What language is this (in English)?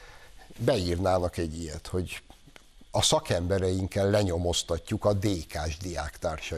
Hungarian